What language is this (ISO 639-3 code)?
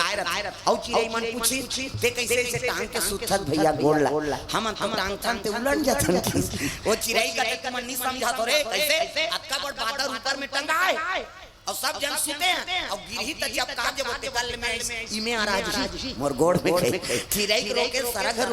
hne